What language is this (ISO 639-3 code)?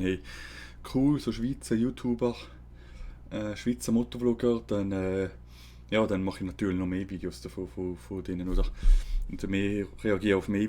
gsw